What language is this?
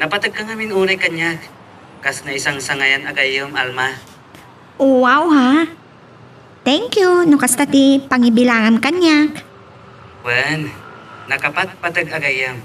Iloko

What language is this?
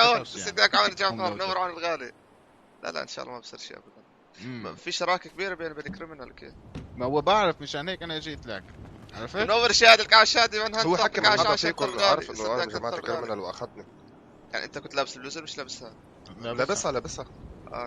North Levantine Arabic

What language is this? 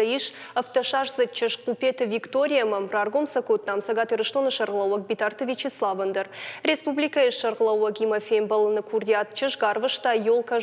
Ossetic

